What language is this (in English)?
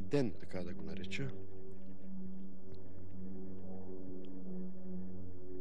Bulgarian